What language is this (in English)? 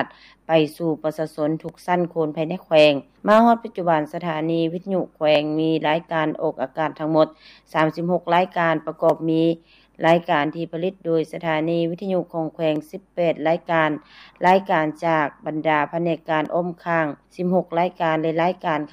Lao